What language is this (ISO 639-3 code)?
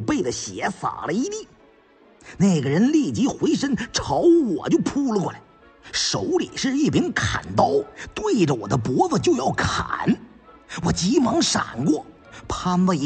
zho